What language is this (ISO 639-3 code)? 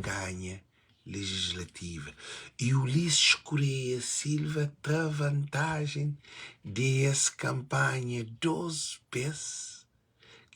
kea